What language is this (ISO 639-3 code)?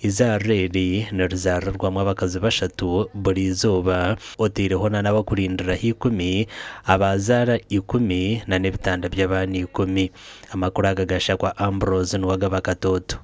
nyn